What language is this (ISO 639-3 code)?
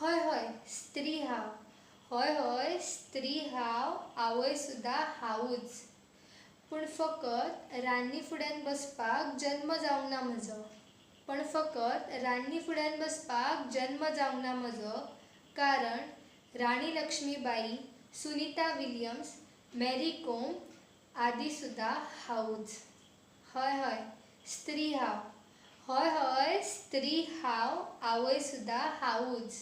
kok